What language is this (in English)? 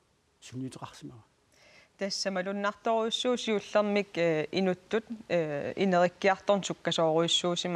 Kalaallisut